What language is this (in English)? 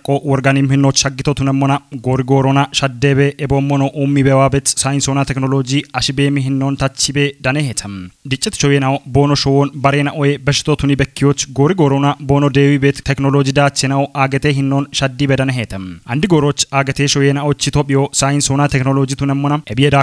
Kafa